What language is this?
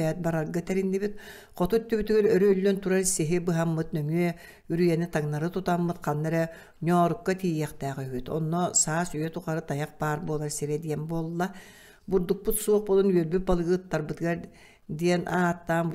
Yakut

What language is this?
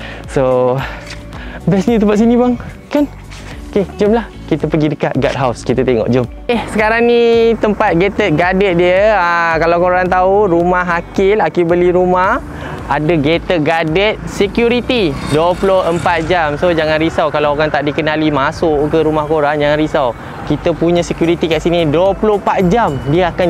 Malay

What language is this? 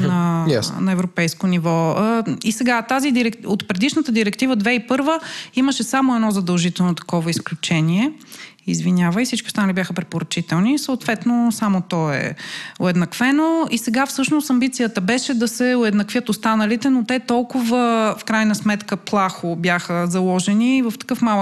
Bulgarian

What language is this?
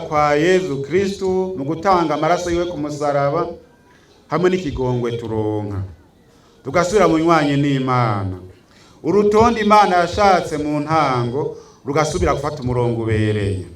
Rundi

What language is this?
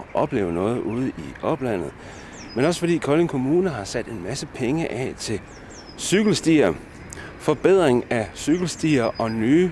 Danish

